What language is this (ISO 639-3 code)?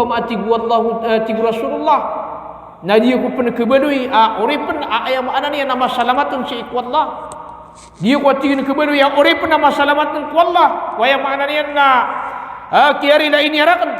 mrw